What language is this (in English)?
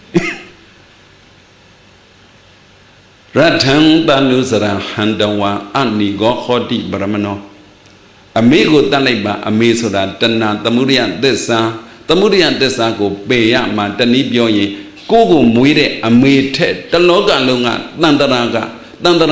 Burmese